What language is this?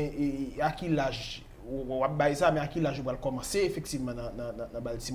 Haitian Creole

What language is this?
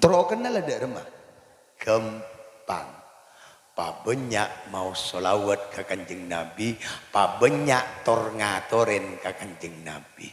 Madurese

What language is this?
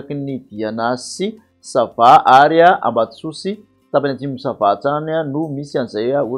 Malagasy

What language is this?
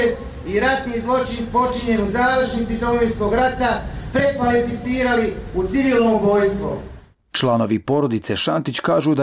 Bosnian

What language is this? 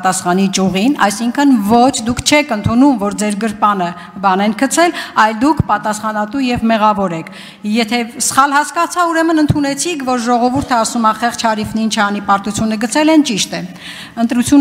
Armenian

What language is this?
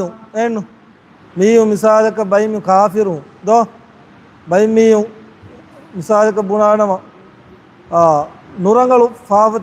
Divehi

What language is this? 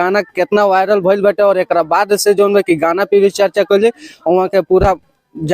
Bhojpuri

